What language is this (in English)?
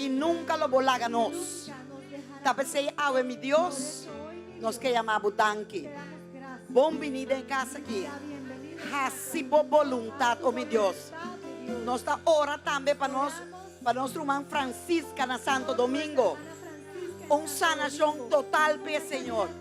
Papiamento